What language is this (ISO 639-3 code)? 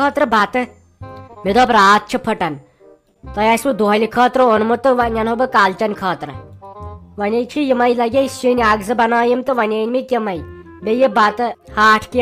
kas